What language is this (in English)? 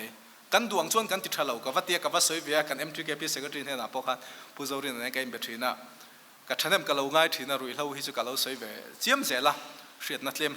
Mizo